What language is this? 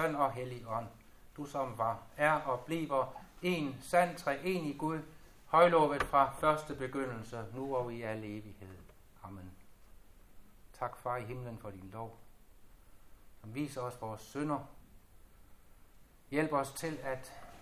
Danish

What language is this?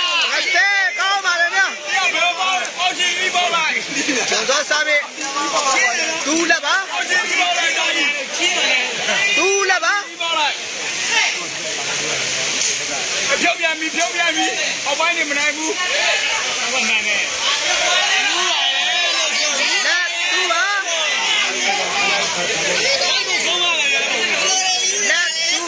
Burmese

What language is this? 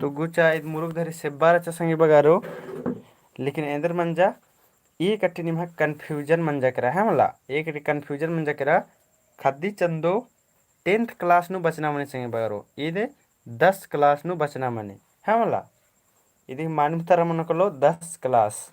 Kurukh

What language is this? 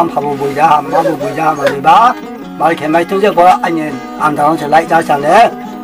Riang (India)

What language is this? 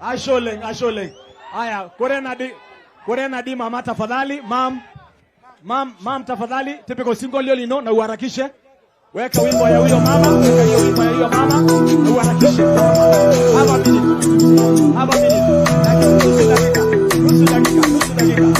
Masai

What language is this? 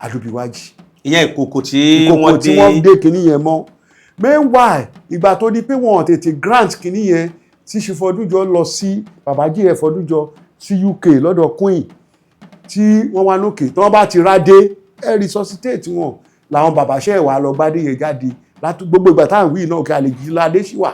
Yoruba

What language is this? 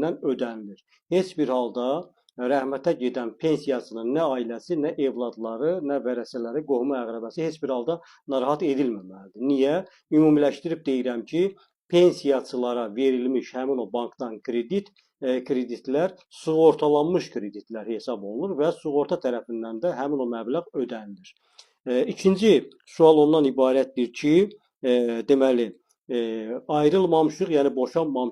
Azerbaijani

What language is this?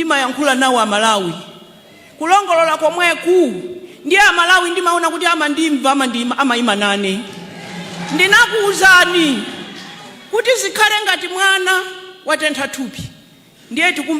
Nyanja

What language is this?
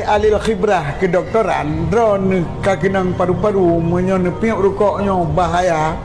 Achinese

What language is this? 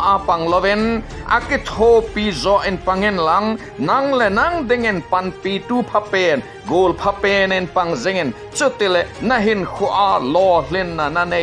Thado Chin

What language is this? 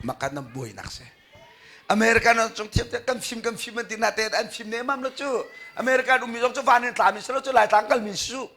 Hakha Chin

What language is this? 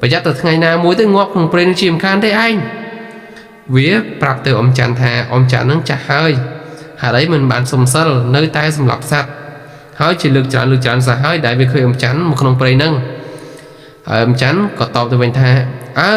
Khmer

